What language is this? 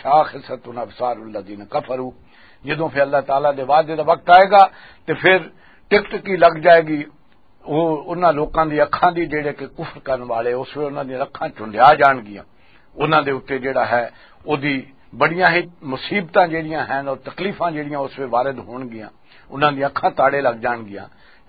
Western Panjabi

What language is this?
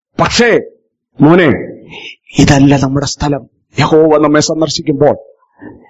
Malayalam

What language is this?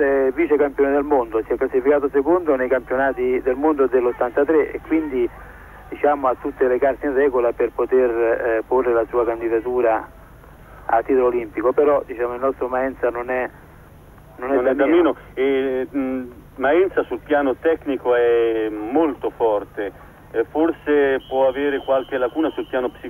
Italian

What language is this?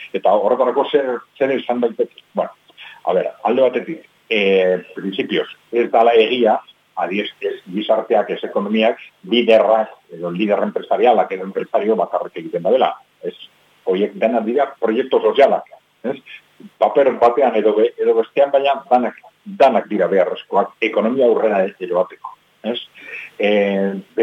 Basque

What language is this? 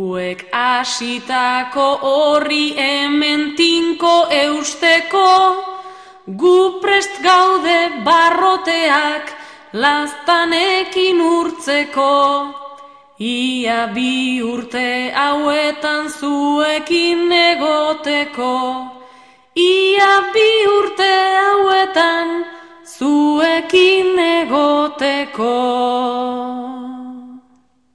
Basque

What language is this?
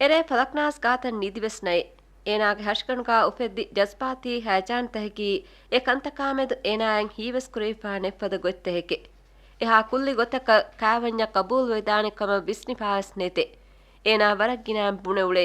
Divehi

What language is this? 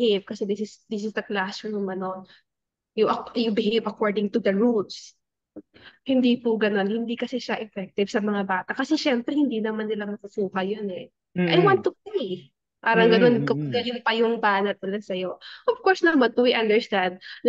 Filipino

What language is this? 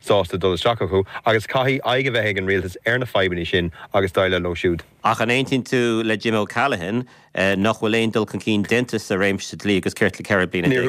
Irish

